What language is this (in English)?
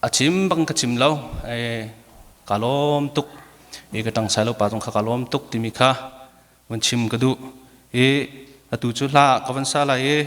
Hakha Chin